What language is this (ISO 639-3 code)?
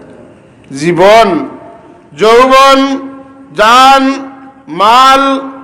syl